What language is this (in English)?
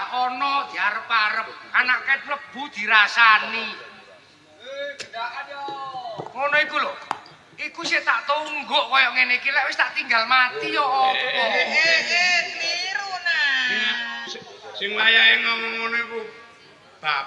Javanese